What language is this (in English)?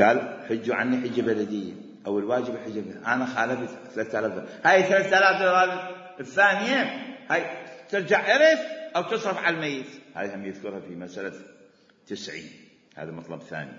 Mesopotamian Arabic